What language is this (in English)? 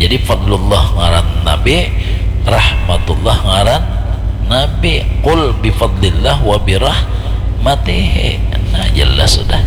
Banjar